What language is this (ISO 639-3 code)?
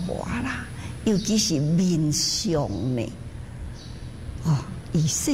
zho